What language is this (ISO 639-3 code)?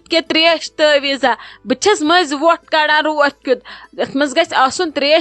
kas